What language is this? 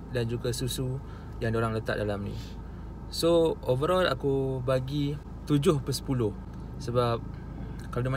Malay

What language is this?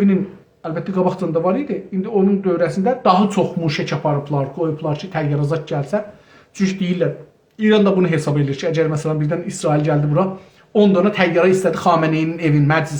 South Azerbaijani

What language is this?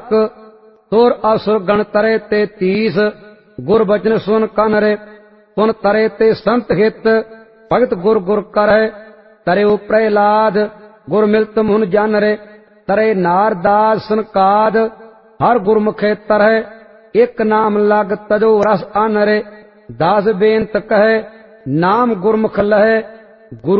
Punjabi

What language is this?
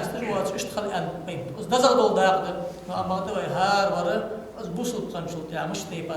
Ingush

